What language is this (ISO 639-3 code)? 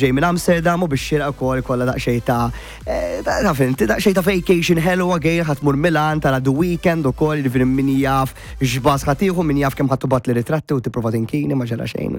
mlt